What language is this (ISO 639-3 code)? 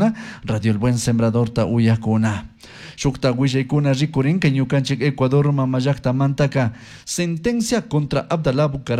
qug